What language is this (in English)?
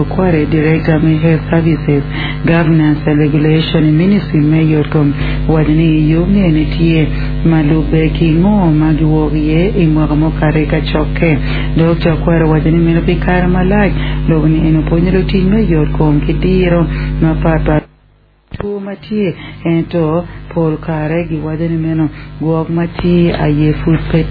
Acoli